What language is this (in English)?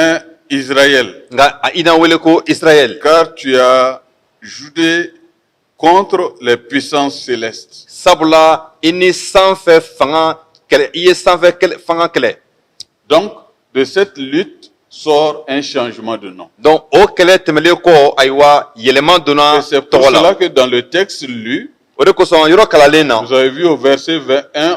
Bambara